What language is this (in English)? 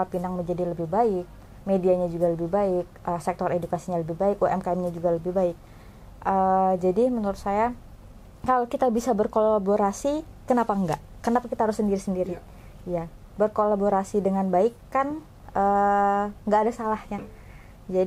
Indonesian